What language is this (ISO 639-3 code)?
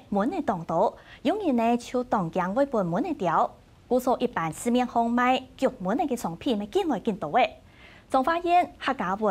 hak